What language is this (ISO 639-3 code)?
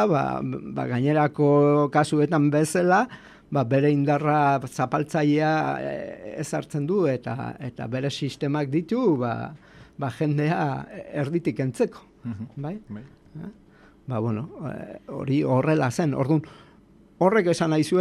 eus